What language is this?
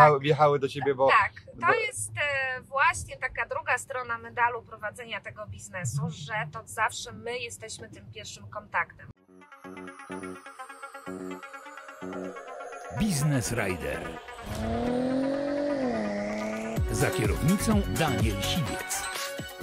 Polish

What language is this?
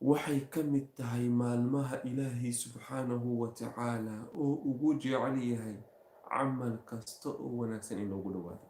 Somali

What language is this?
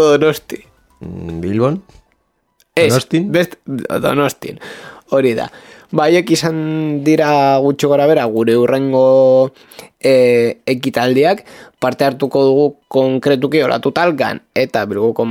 Basque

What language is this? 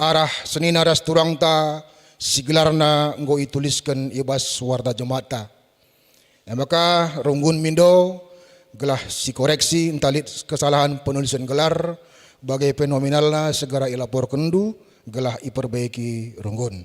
Batak Karo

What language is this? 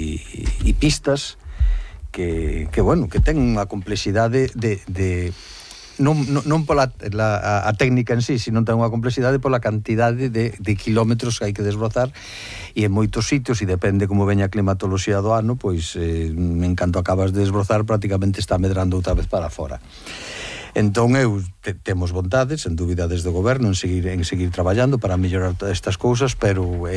Galician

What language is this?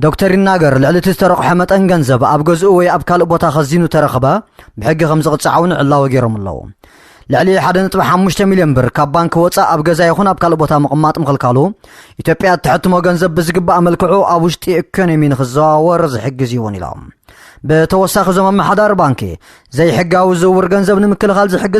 Tigrinya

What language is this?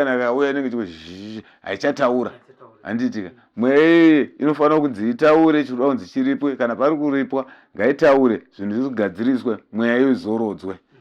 Shona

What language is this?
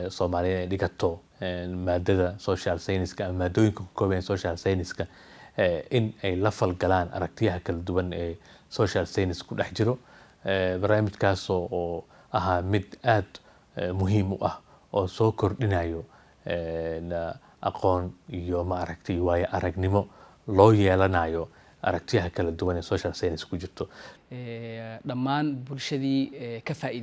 Somali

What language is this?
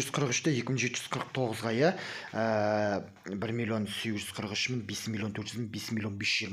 Kazakh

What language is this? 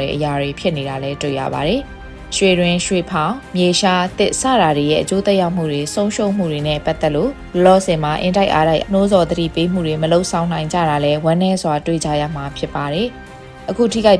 Burmese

